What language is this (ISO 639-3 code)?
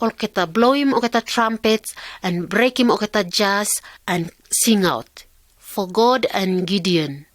pis